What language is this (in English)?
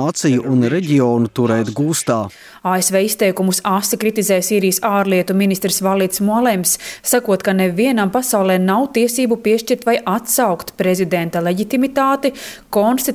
Latvian